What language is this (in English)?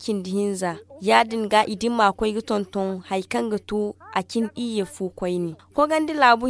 Zarma